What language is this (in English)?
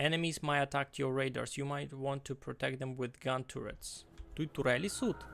Rusyn